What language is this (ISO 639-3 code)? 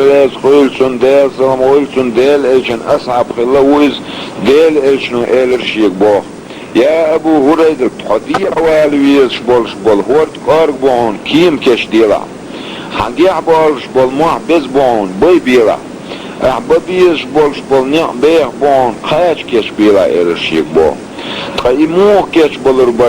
che